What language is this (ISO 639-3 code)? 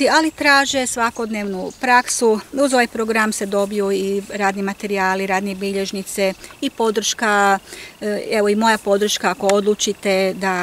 hrv